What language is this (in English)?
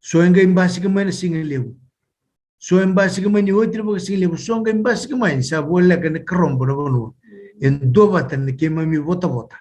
Fijian